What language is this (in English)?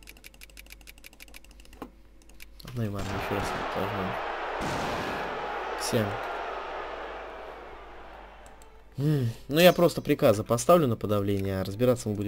Russian